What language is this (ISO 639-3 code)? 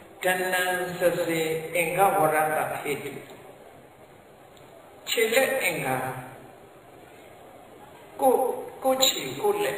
mya